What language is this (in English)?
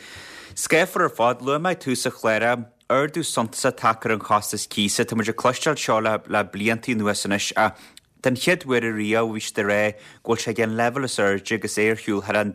Irish